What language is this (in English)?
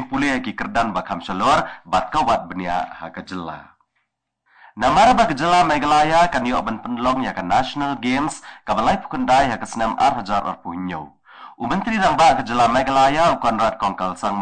Khasi